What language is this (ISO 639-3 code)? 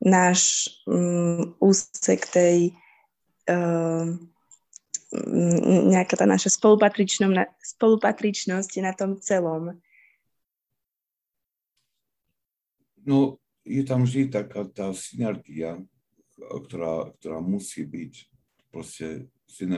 slk